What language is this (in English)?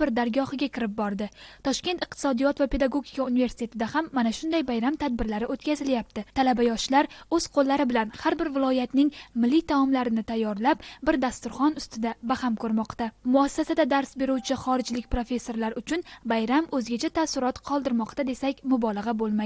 Uzbek